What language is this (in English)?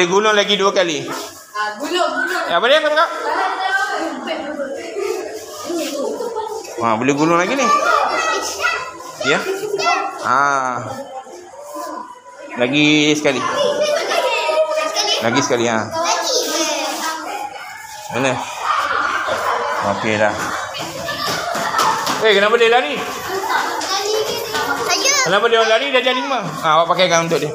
Malay